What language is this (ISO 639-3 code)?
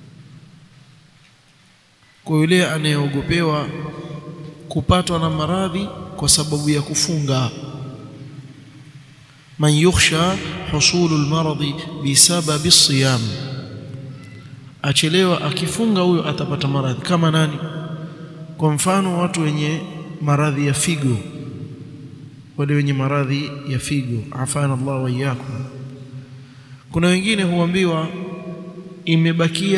swa